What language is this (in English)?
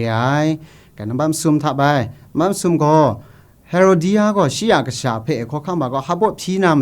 Kachin